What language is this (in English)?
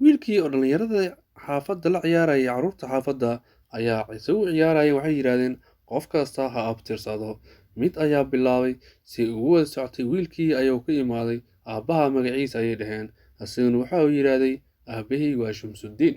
Somali